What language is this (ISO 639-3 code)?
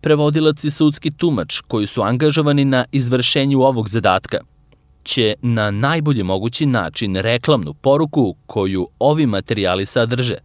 srp